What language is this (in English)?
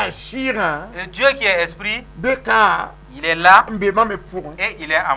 Mossi